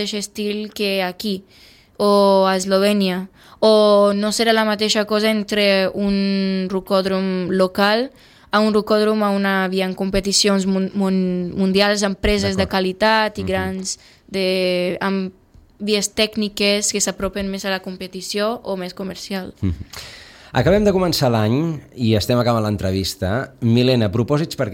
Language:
Catalan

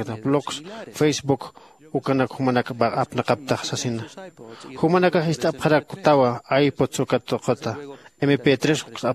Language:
Aymara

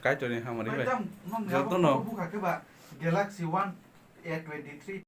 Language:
Kok Borok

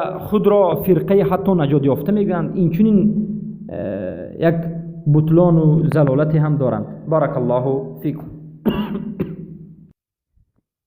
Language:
Persian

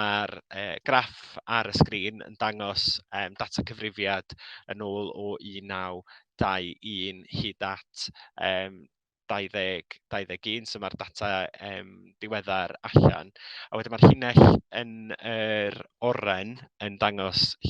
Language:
Welsh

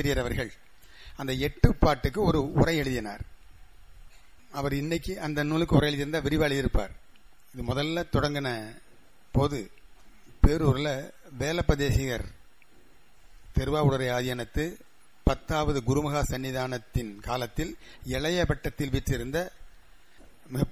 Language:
Tamil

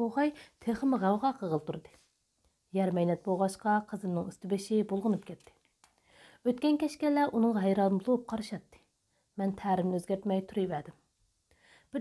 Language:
Uyghur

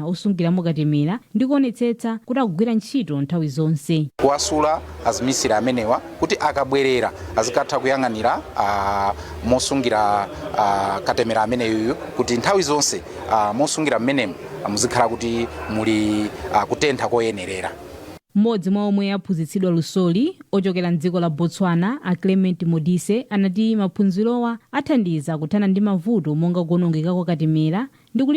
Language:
Nyanja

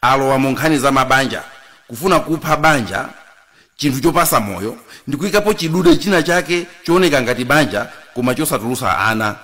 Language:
Nyanja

